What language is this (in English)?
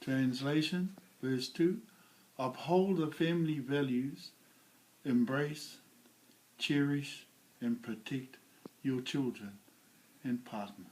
Māori